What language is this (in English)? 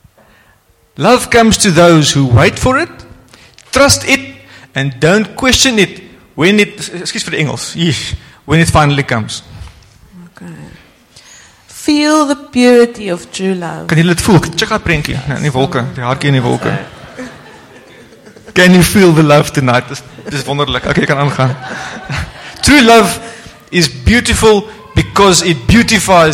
Afrikaans